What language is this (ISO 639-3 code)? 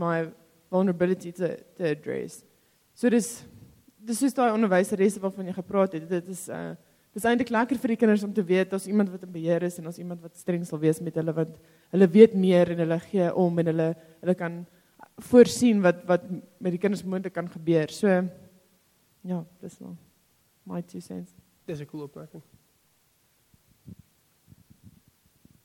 afr